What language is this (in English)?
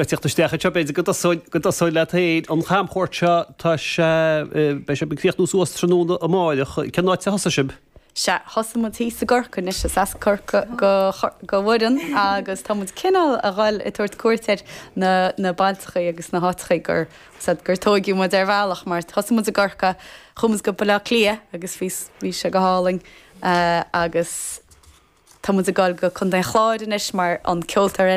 Irish